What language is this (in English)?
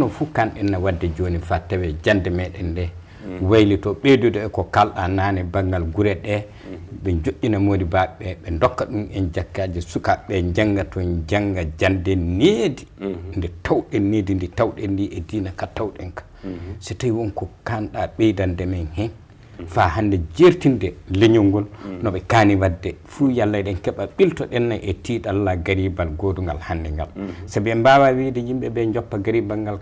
Fula